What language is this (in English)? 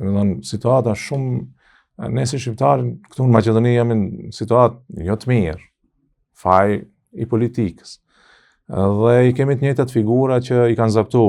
Albanian